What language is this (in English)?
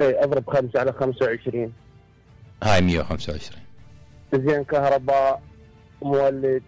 Mesopotamian Arabic